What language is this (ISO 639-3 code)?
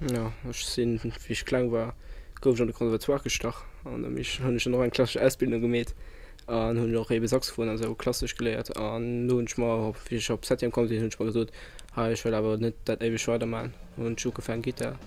ltz